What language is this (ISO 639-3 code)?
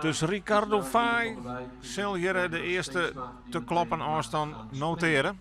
fry